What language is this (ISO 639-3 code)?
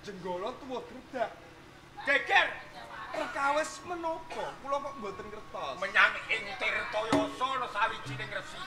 jav